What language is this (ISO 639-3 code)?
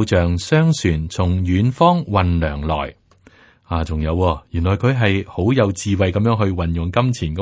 yue